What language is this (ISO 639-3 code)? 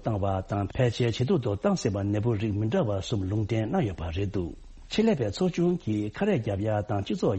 bod